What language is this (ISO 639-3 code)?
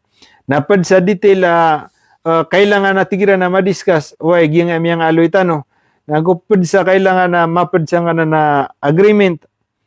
mrw